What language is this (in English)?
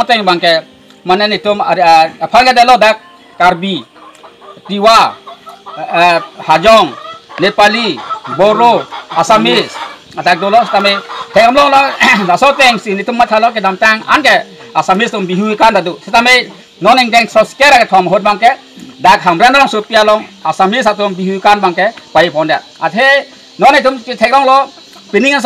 Karbi